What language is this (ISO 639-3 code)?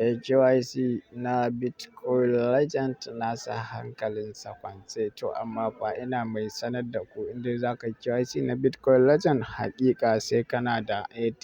hau